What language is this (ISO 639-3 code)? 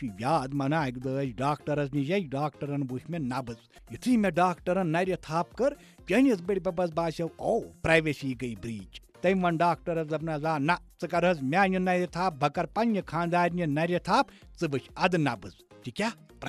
kas